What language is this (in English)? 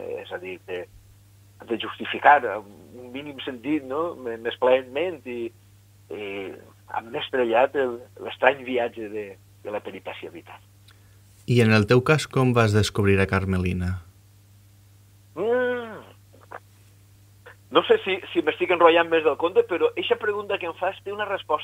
Catalan